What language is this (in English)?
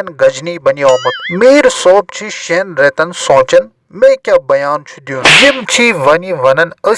Kashmiri